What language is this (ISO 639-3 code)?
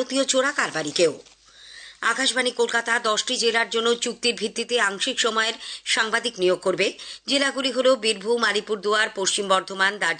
ben